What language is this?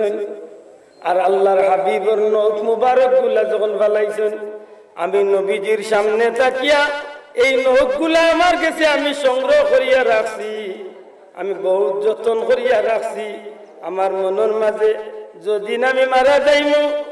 Sylheti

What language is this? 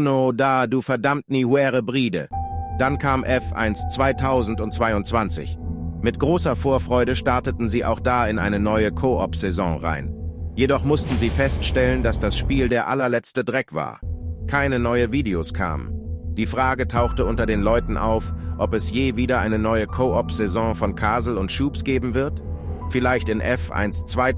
Swiss German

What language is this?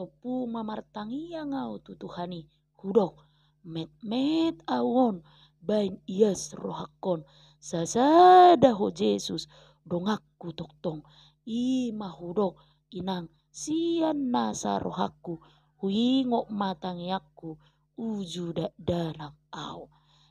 Batak Toba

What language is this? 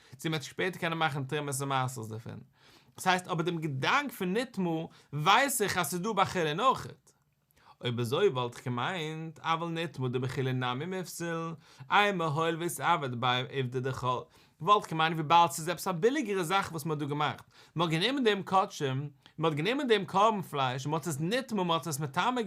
Yiddish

